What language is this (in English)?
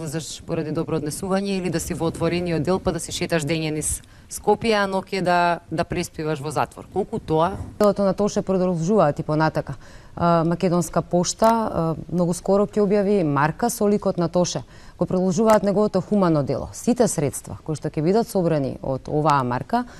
Macedonian